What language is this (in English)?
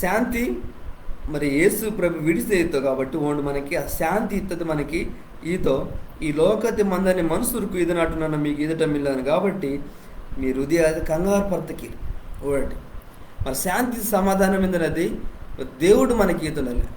Koya